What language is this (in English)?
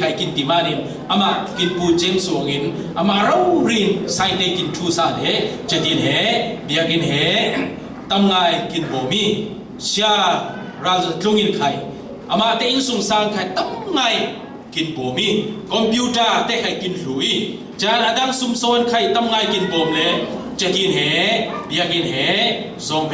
Falam Chin